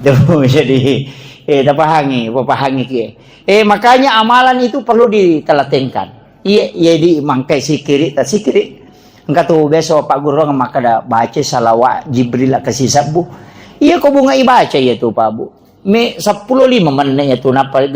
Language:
Buginese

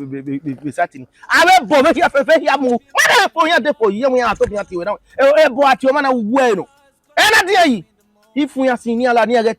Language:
Bini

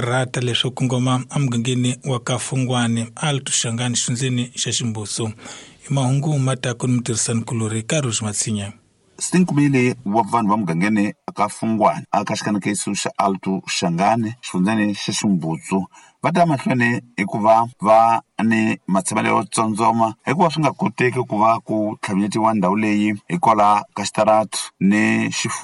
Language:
Tsonga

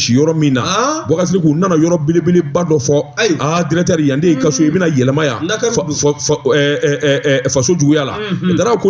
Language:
Bambara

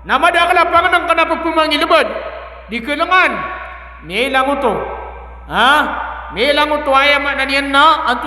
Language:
Maranao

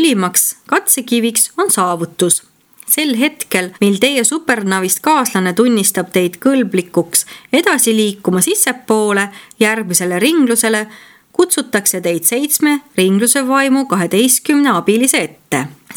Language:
Estonian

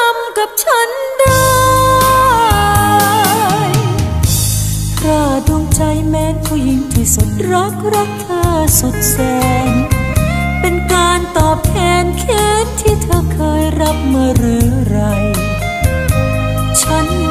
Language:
Thai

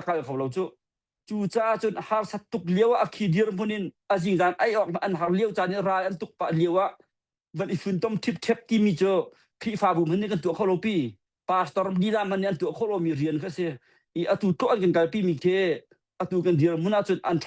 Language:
Hakha Chin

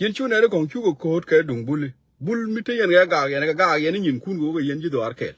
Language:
Nuer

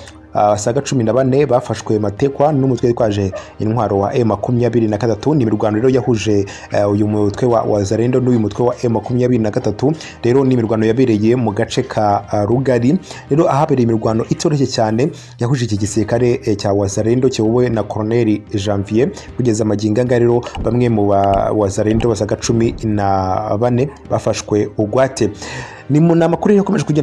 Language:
Kinyarwanda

